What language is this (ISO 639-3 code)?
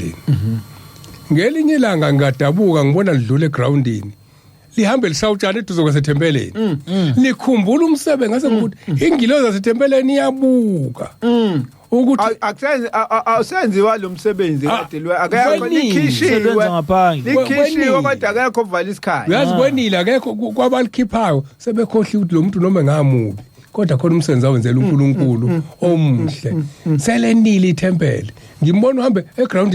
zul